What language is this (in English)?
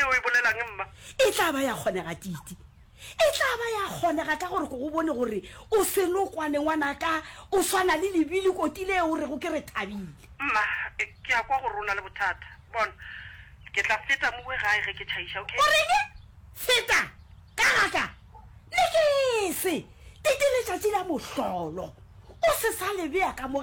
Northern Sotho